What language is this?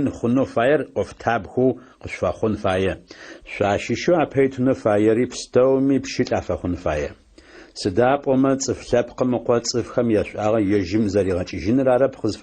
Adyghe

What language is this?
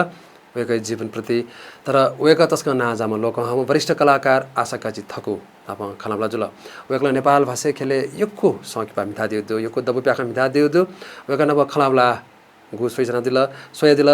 Newari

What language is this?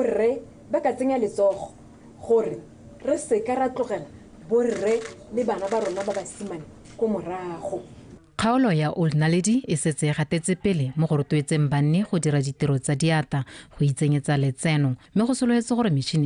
Tswana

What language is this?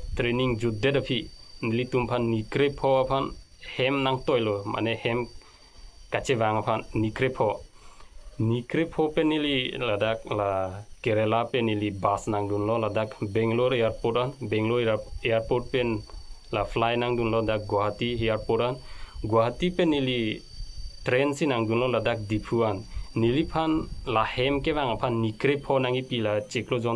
Karbi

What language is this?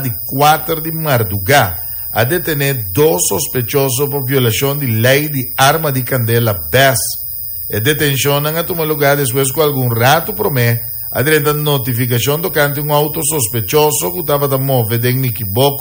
Papiamento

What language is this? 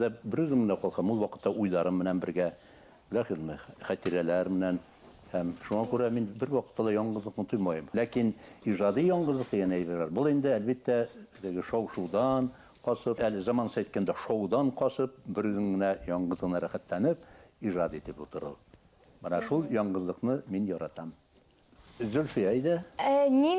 Bashkir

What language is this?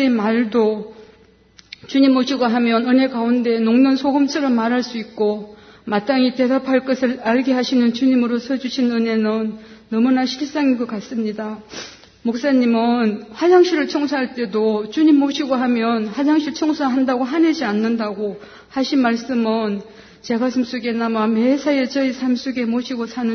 Korean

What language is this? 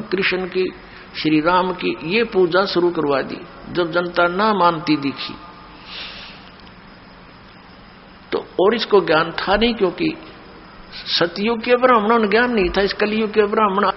Hindi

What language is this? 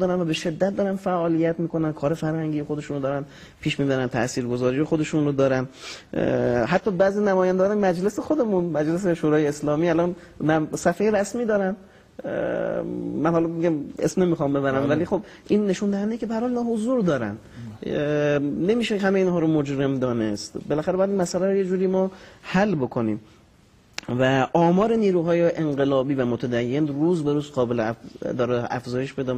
Persian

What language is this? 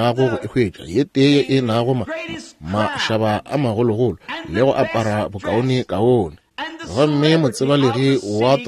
Northern Sotho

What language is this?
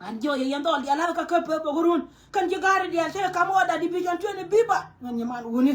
Nuer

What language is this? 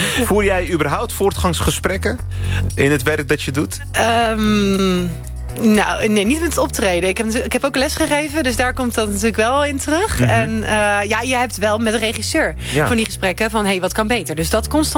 Dutch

